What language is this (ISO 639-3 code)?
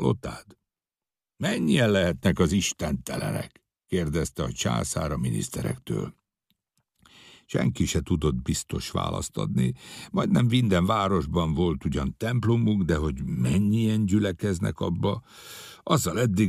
hun